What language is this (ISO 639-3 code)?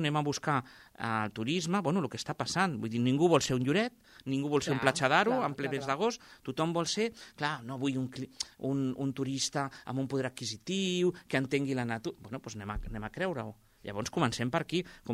cat